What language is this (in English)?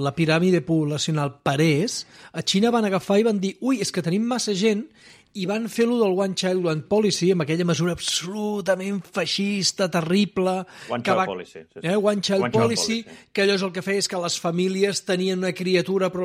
Catalan